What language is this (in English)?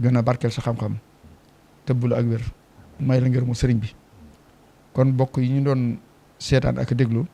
Wolof